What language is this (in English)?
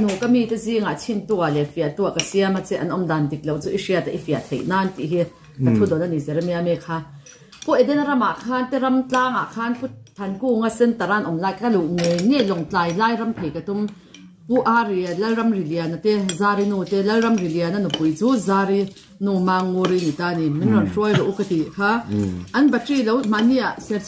Mizo